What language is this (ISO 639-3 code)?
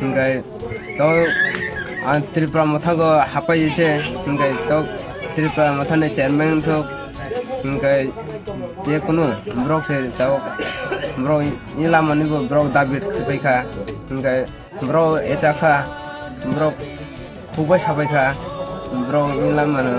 trp